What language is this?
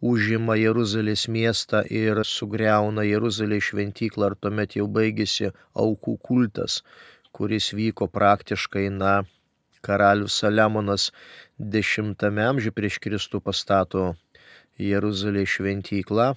Lithuanian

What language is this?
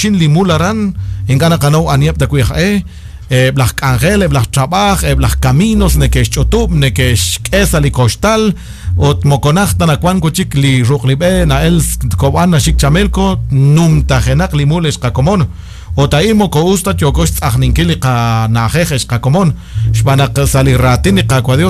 Kekchí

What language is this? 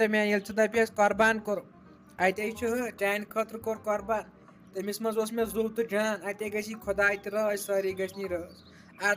Kashmiri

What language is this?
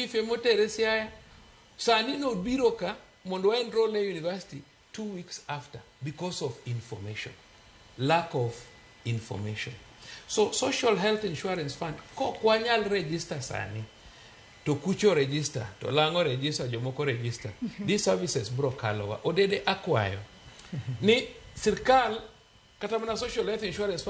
Luo (Kenya and Tanzania)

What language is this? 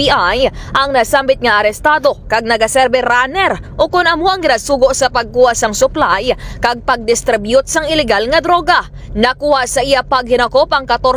Hiligaynon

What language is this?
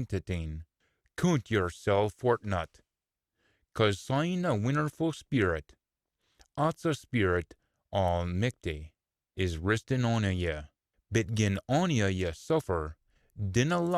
Scots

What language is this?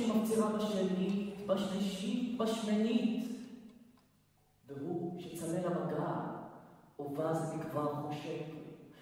Hebrew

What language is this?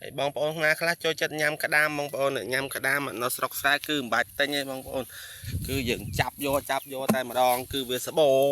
Khmer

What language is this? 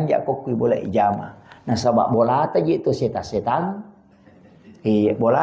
Buginese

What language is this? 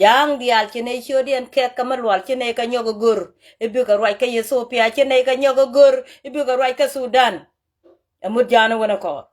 Nuer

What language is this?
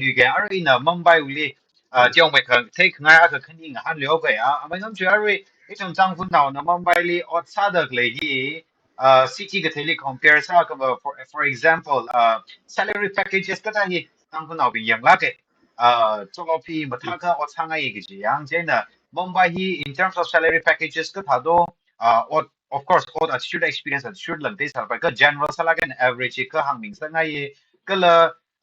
Tangkhul Naga (India)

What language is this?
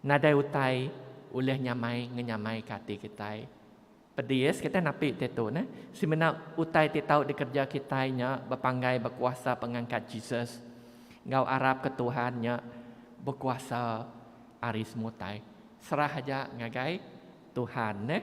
Iban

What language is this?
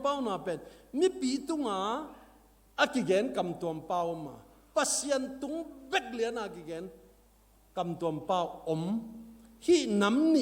Tedim Chin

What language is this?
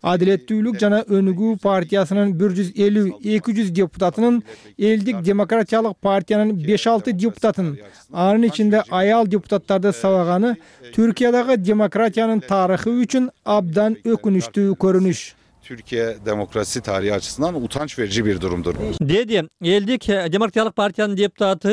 Kyrgyz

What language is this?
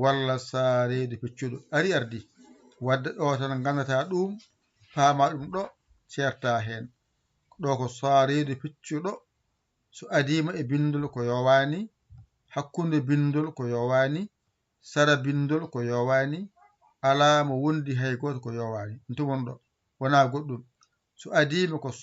Fula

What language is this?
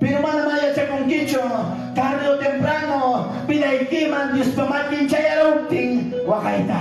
Ayacucho Quechua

